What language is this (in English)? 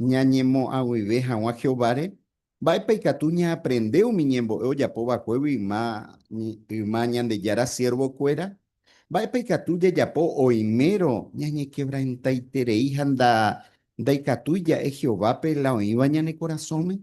Guarani